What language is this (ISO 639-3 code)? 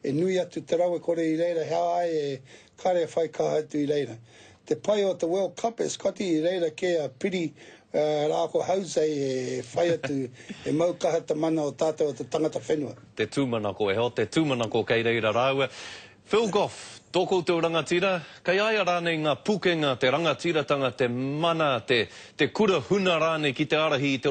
mri